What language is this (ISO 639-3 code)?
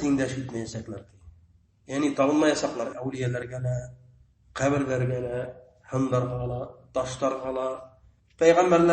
bak